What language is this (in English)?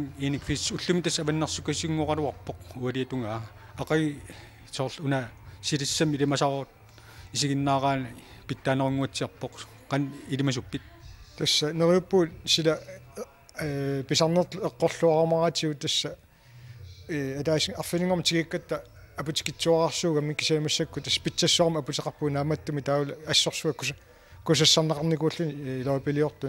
Kalaallisut